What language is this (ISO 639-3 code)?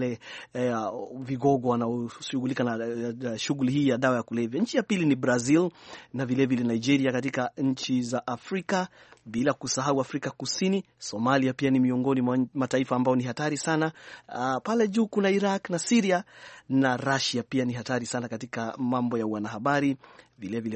swa